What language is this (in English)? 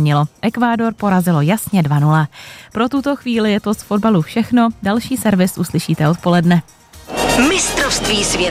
Czech